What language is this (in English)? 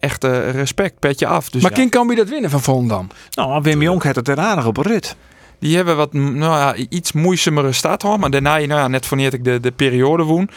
Western Frisian